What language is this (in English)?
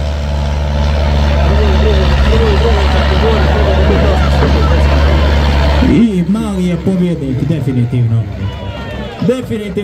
Croatian